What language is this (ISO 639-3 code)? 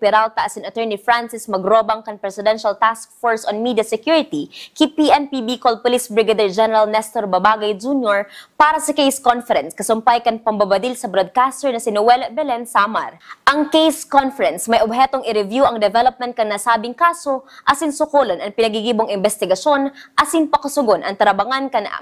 bik